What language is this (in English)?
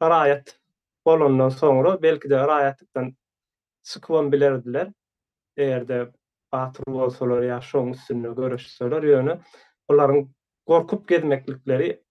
Turkmen